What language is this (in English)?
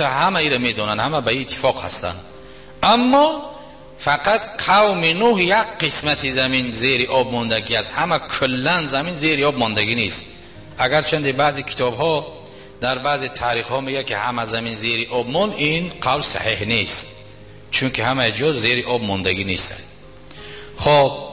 Tajik